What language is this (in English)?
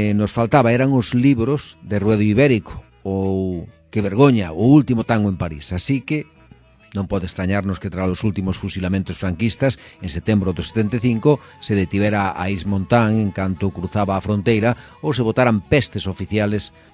Galician